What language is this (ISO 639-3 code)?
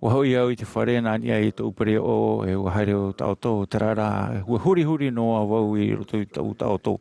tah